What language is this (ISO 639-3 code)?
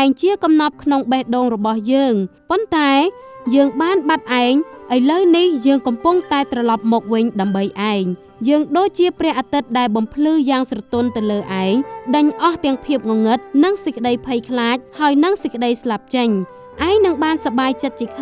khm